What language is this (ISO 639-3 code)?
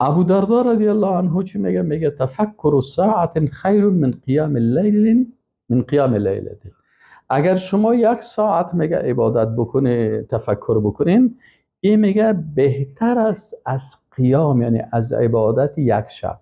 fas